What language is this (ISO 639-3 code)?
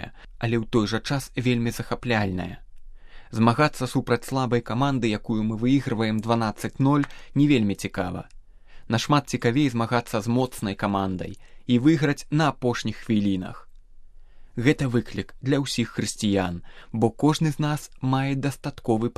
bel